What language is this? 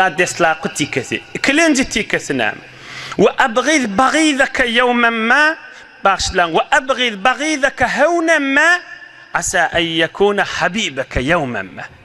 Turkmen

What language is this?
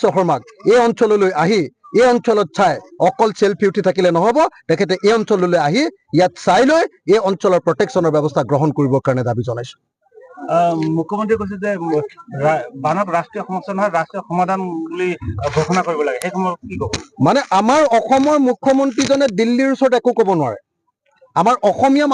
Assamese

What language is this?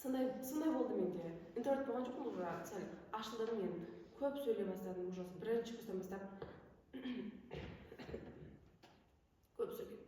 Kazakh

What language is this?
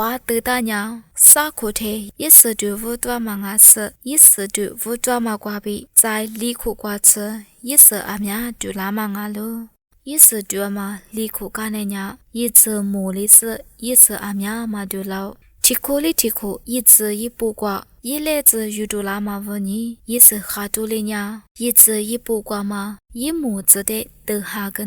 Lisu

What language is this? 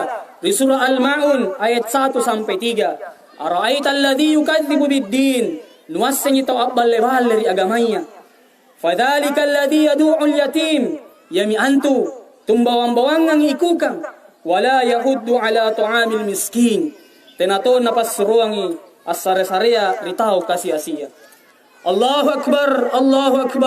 Makasar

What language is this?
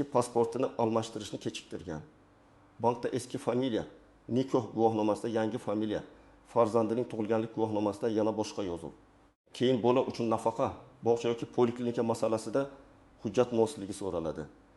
Uzbek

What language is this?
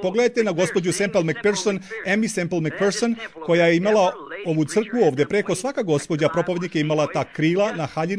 Serbian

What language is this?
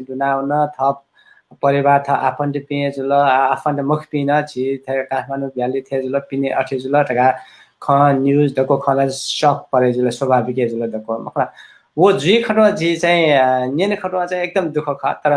Newari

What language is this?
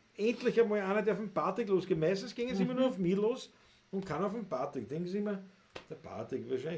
Bavarian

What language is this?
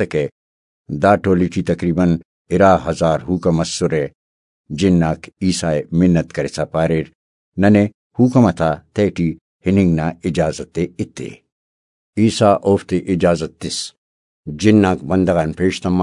Brahui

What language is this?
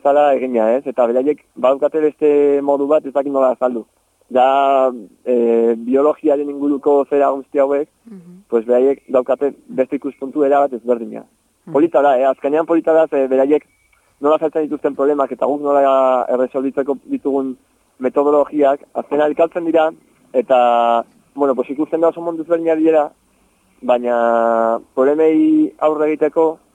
Basque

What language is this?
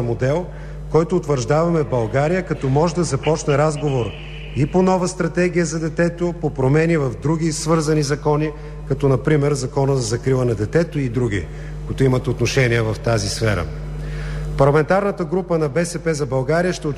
Bulgarian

